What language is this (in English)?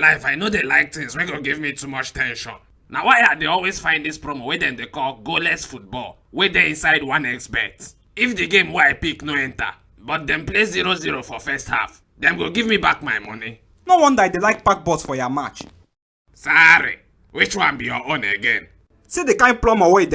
Nigerian Pidgin